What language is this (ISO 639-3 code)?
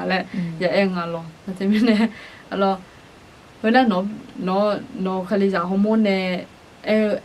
ahk